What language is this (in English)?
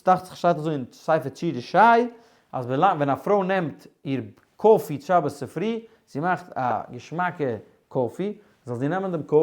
Yiddish